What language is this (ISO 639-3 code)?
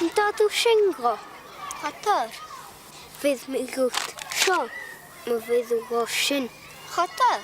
gla